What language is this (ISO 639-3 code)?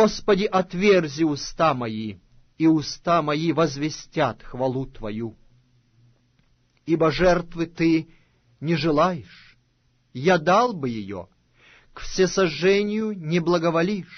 rus